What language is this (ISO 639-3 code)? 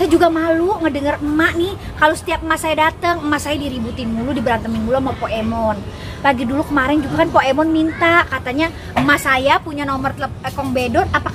bew